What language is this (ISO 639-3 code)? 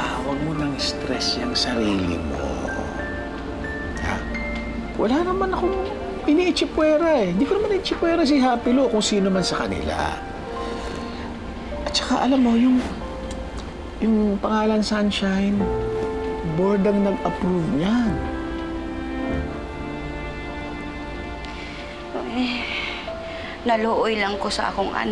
fil